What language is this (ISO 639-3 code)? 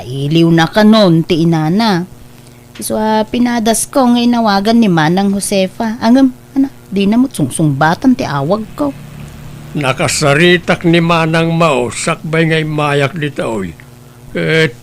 ilo